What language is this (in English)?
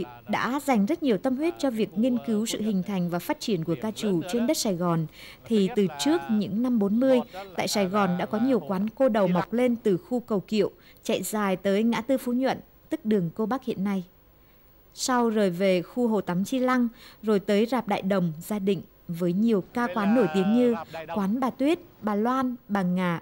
Vietnamese